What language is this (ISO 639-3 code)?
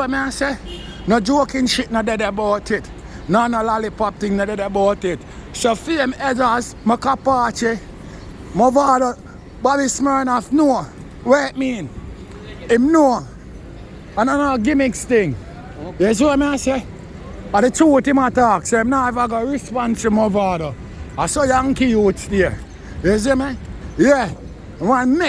jam